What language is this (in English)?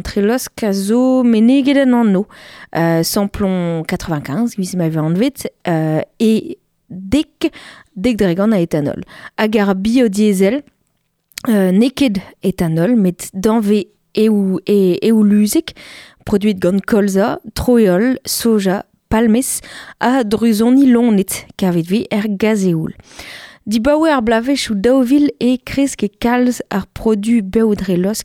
Breton